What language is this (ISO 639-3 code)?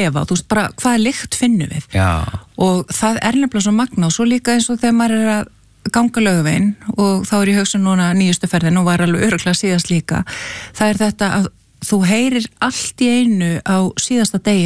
isl